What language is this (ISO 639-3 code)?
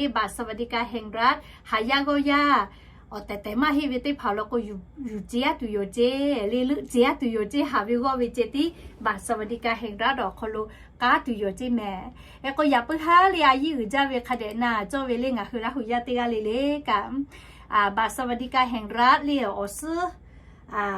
lhu